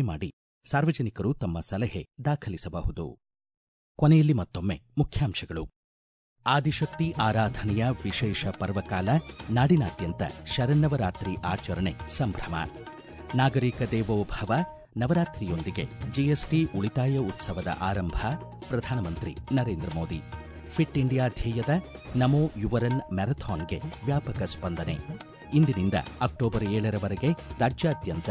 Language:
Kannada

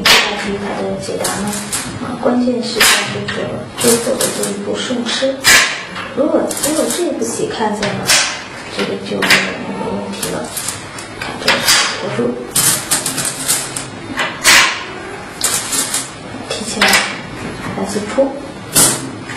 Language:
Chinese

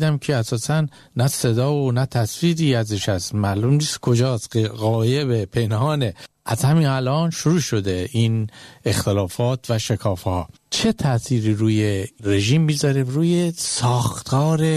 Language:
Persian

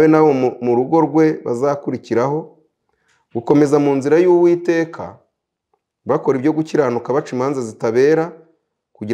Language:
Kinyarwanda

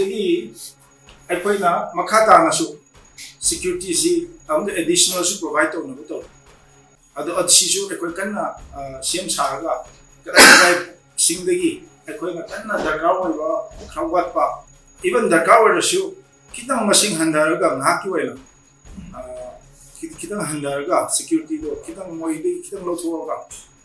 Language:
Manipuri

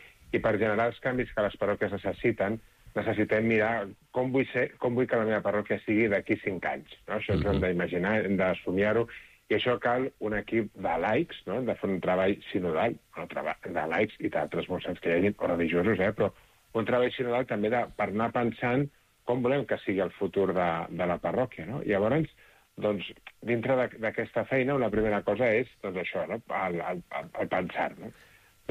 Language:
Catalan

